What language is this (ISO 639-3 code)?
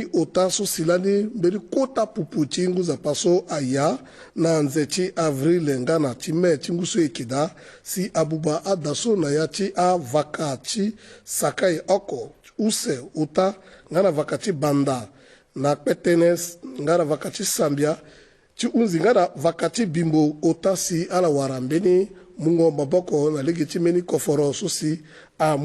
sag